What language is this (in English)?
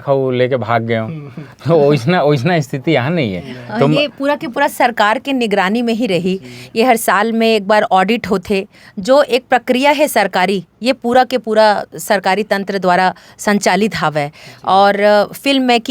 Chhattisgarhi